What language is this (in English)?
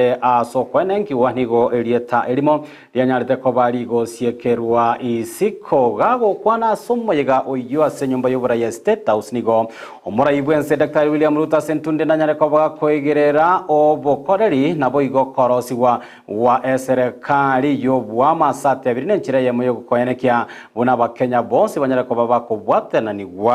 Gusii